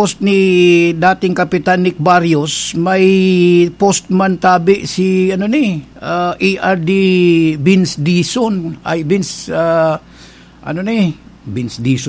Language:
Bikol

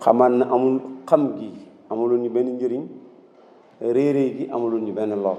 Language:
Wolof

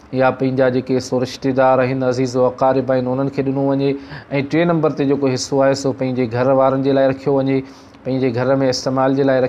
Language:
Sindhi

